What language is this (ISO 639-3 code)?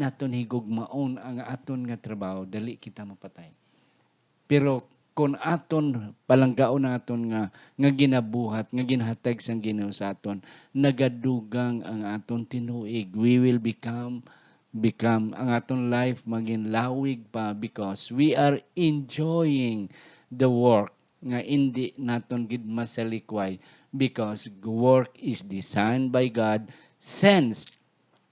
hil